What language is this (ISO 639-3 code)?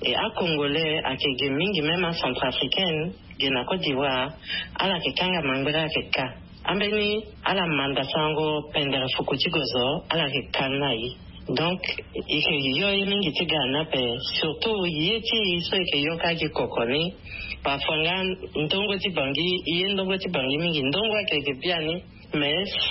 sag